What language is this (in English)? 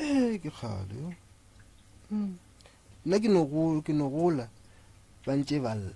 Northern Sotho